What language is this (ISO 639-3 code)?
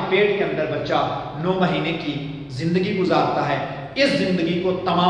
urd